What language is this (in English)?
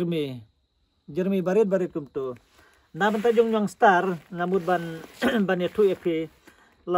Khasi